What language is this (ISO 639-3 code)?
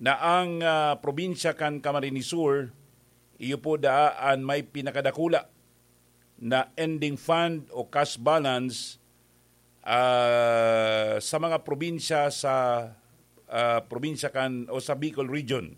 bik